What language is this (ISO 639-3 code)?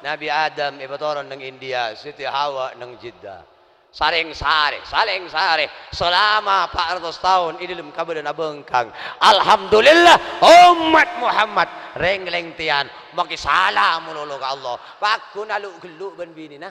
mad